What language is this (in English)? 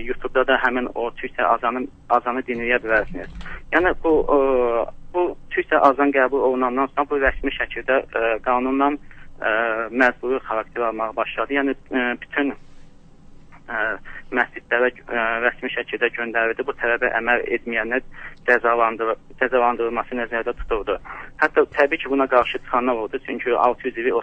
Azerbaijani